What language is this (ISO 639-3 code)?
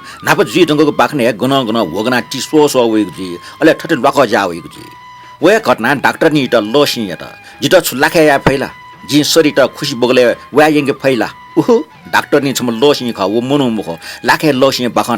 new